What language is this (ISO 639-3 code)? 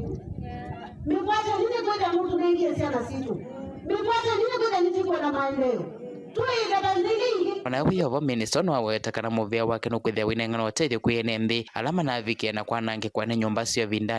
kam